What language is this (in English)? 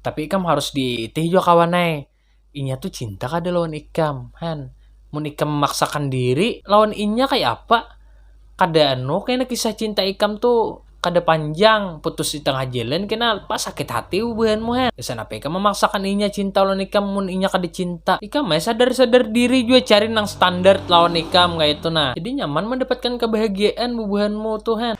Banjar